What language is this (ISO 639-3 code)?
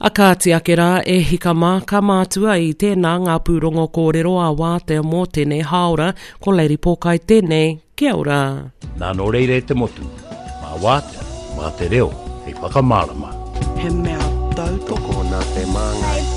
mri